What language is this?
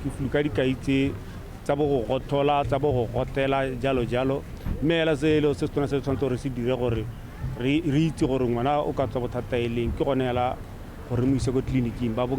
Tswana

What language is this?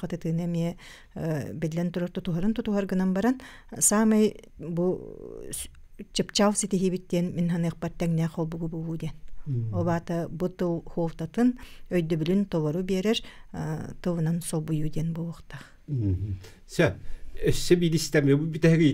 Yakut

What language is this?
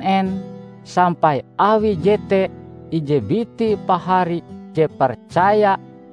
Ngaju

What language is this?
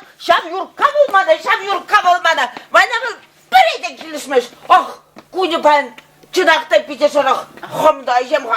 Chuvash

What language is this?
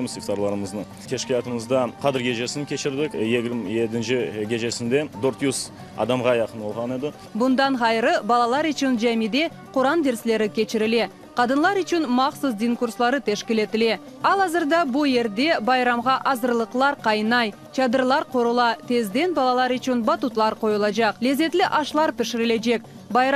Crimean Tatar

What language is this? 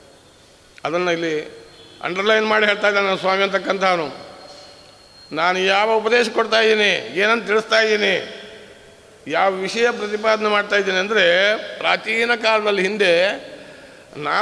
Kannada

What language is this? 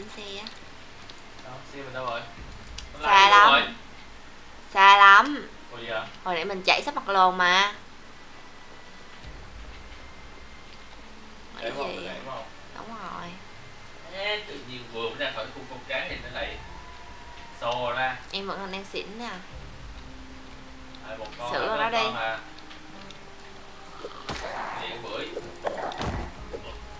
Vietnamese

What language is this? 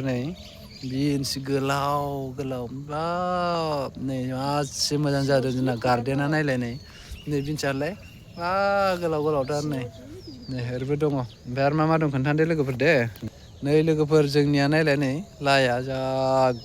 Bodo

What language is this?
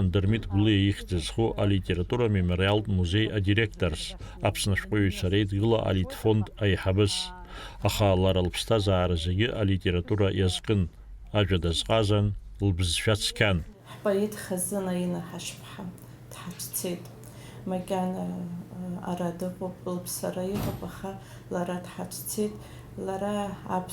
Abkhazian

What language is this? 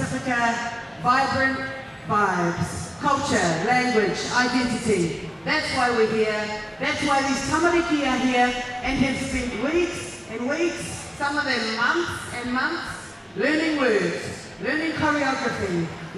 Māori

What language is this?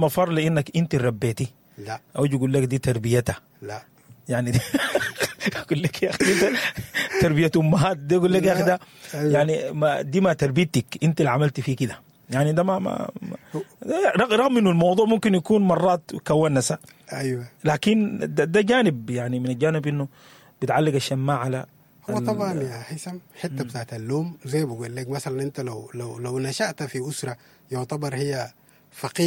Sudanese Arabic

